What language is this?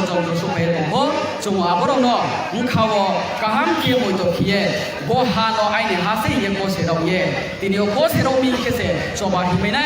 Riang (India)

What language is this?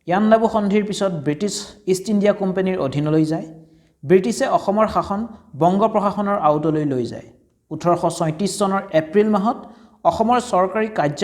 Assamese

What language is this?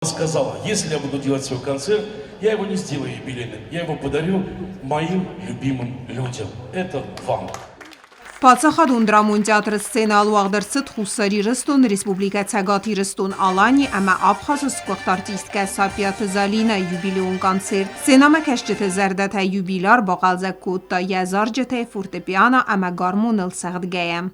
Ossetic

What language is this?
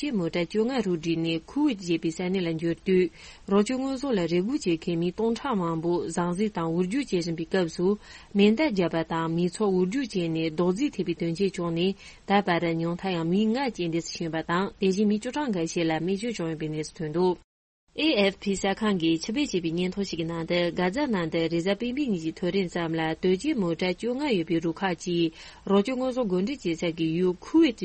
Tibetan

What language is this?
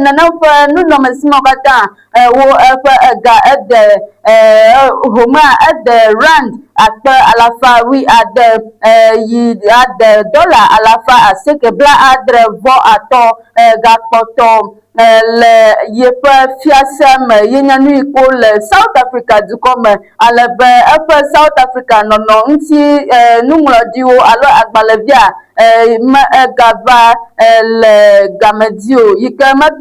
Ewe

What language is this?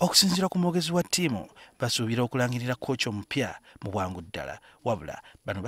Ganda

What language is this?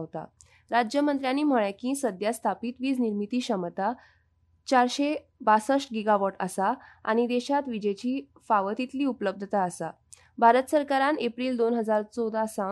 Konkani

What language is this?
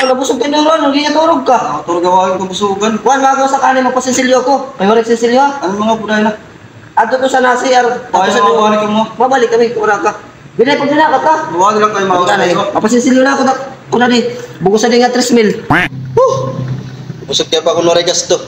Waray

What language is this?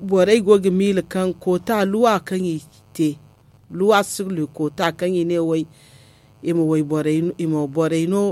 Zarma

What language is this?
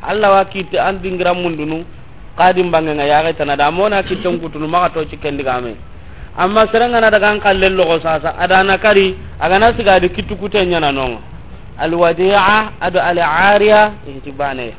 Soninke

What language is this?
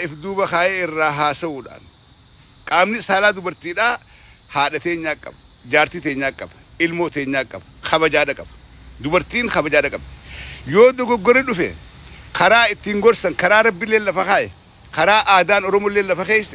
Oromo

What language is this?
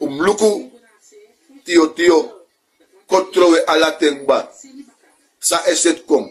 Sranan Tongo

